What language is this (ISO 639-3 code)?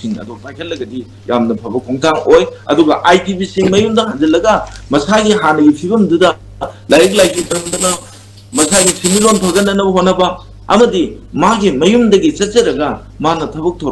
mni